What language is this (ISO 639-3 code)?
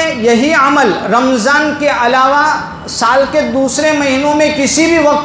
urd